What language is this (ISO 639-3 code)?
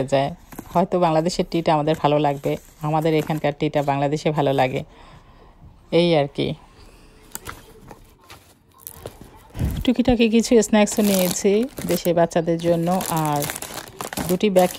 ben